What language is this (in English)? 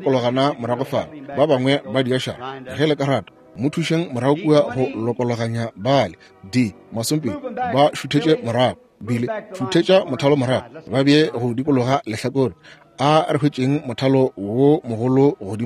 Northern Sotho